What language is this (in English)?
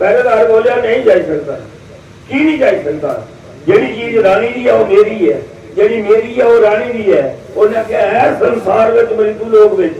Dogri